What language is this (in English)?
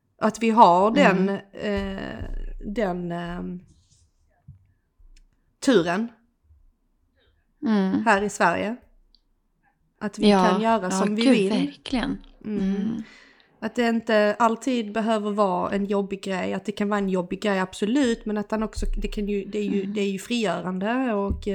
Swedish